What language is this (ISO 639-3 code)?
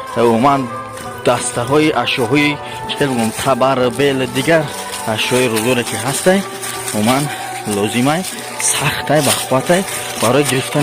tgk